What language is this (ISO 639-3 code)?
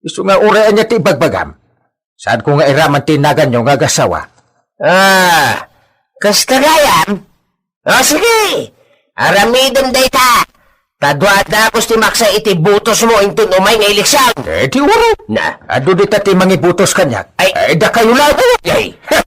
ilo